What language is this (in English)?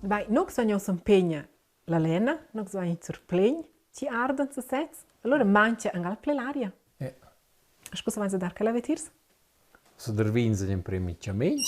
Romansh